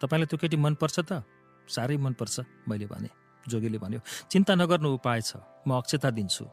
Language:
Nepali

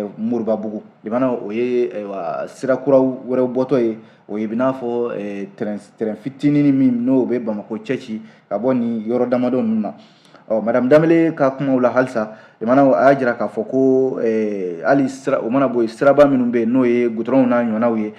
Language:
Bambara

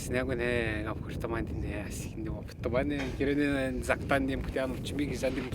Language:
Atikamekw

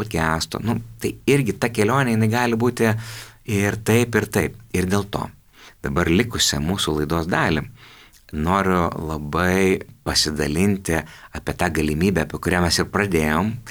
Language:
Lithuanian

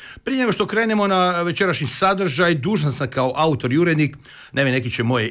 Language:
Croatian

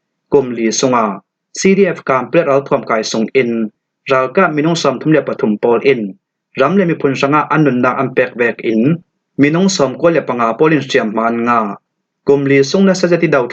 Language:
Falam Chin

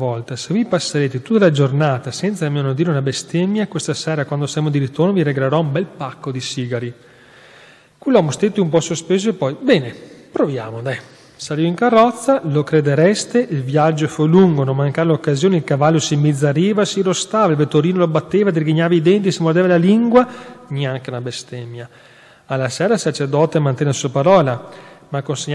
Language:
Italian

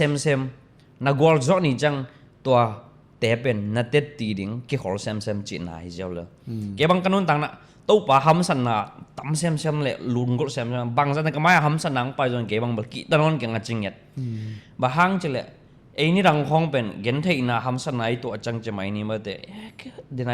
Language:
Tedim Chin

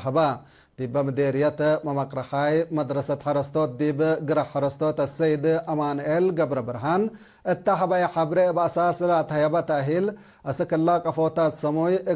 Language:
Tigre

